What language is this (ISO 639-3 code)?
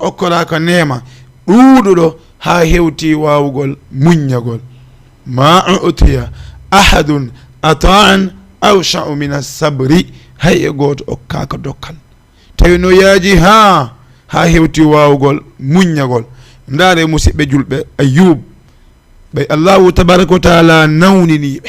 ful